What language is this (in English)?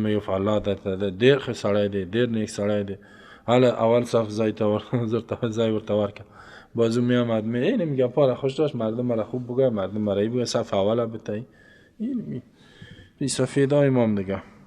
Persian